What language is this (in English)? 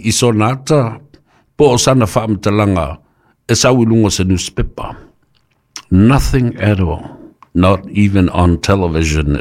Samoan